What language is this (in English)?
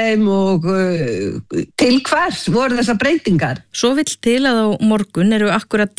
Icelandic